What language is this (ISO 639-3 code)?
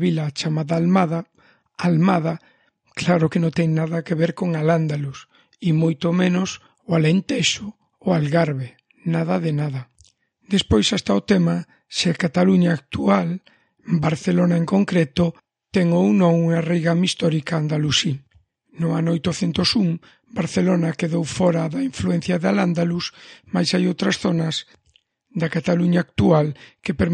glg